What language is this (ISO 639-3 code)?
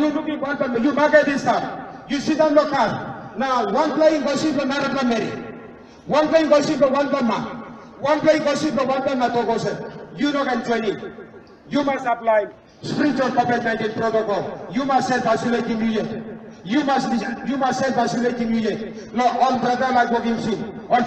tpi